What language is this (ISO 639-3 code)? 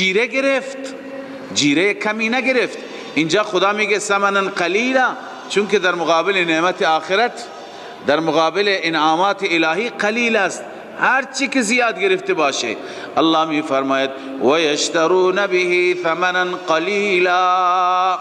fas